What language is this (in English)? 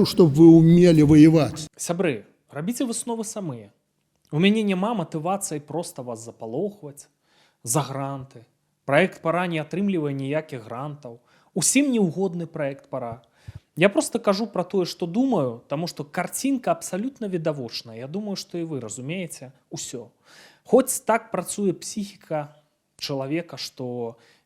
Belarusian